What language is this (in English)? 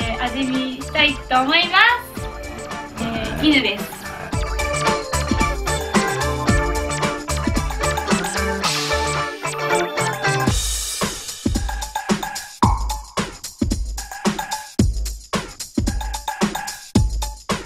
Japanese